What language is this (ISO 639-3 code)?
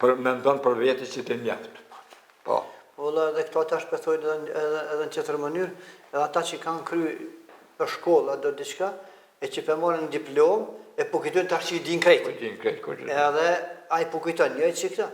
sqi